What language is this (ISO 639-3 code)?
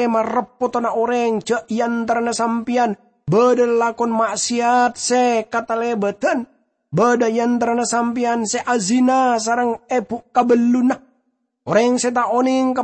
mad